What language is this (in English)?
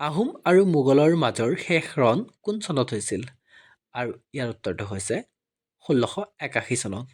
Assamese